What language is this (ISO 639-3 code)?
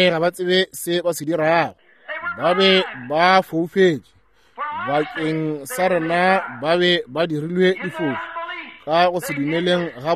nso